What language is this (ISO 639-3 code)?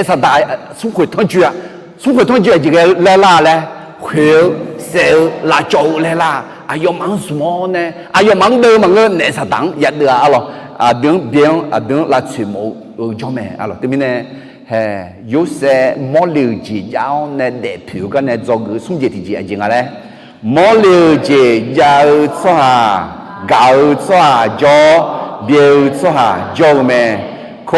ahk